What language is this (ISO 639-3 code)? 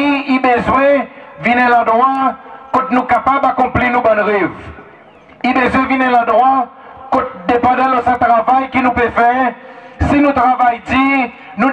crs